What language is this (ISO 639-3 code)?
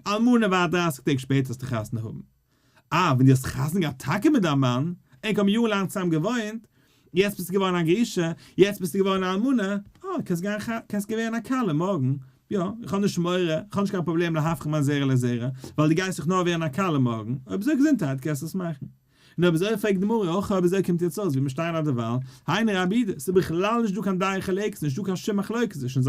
yid